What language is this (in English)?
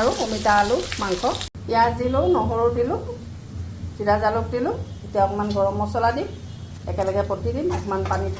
Assamese